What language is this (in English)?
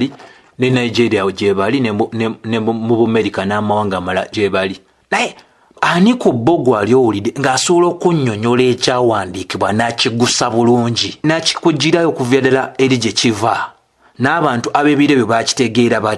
Ganda